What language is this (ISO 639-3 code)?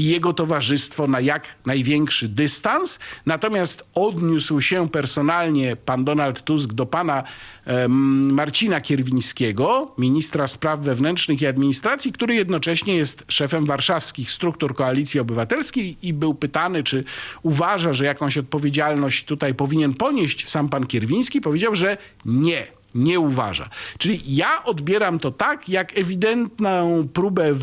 pol